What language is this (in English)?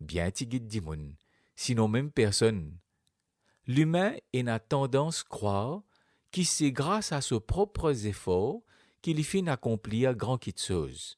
Morisyen